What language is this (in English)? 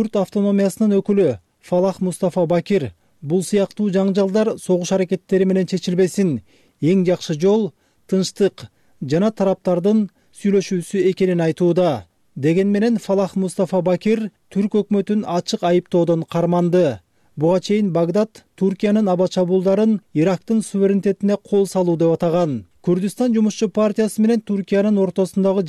Kyrgyz